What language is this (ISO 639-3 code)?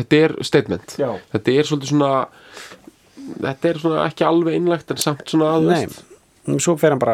isl